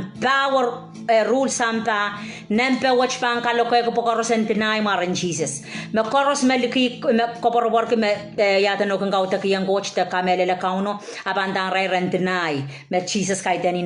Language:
Pohnpeian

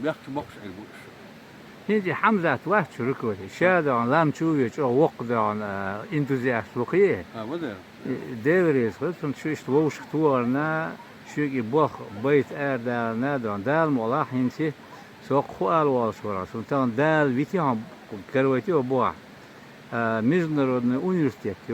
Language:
Chechen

